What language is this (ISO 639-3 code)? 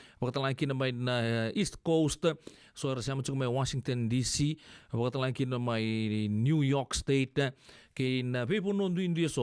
fij